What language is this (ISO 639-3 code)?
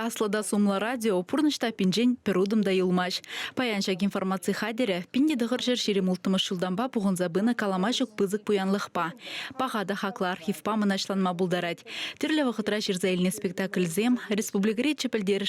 chv